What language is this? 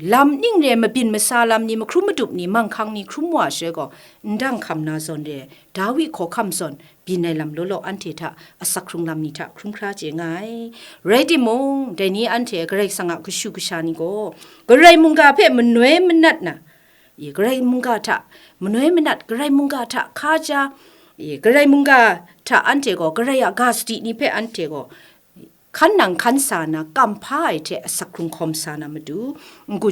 Kachin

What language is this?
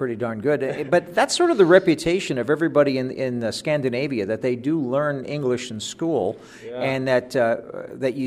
English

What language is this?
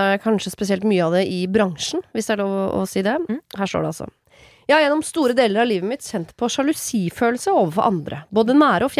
Norwegian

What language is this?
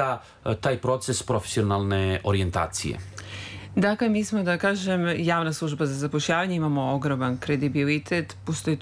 Serbian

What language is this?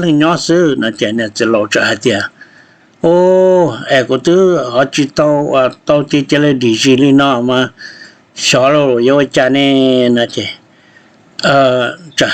Hmong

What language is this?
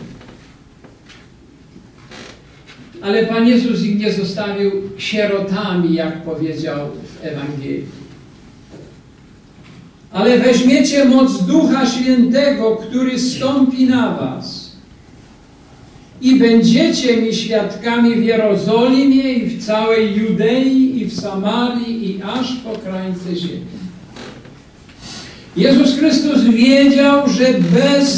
Polish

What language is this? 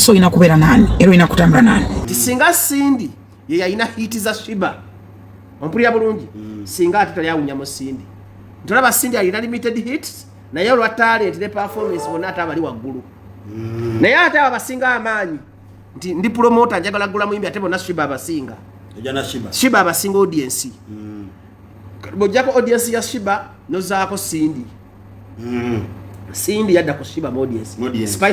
Ganda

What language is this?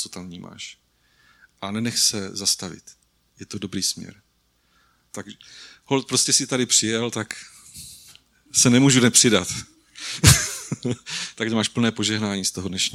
Czech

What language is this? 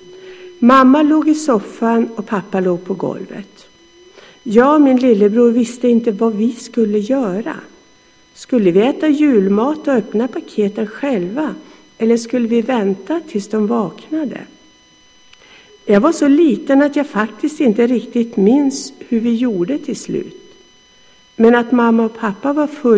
Swedish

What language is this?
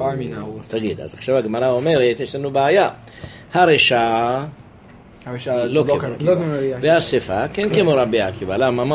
Hebrew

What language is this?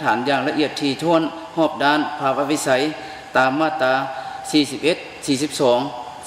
Lao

